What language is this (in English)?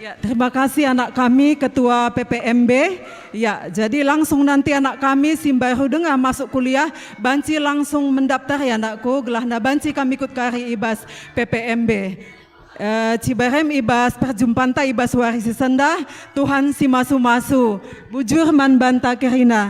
Batak Karo